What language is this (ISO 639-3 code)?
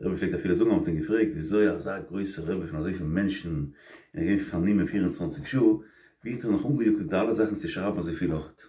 yid